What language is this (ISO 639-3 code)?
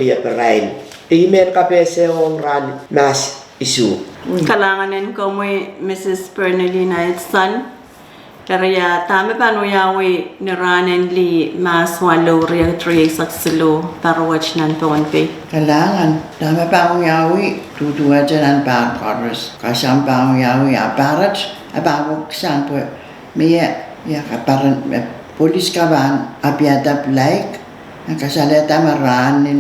pon